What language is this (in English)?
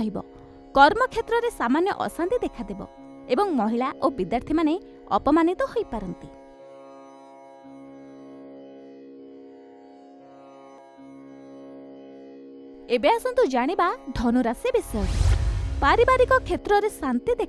Odia